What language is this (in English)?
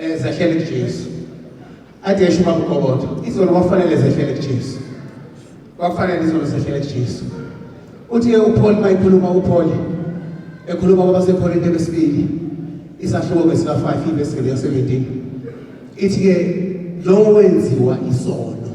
Zulu